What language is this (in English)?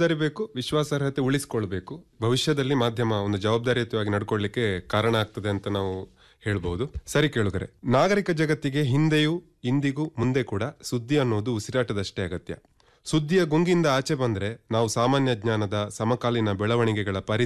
Kannada